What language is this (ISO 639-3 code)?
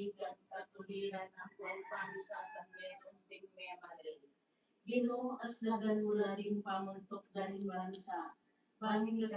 pam